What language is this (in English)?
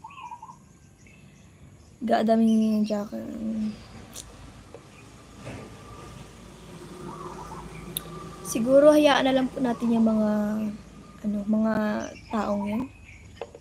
Filipino